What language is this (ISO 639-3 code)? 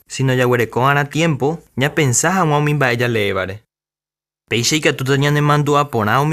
grn